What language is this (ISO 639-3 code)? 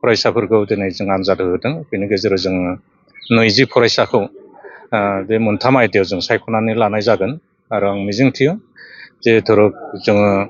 brx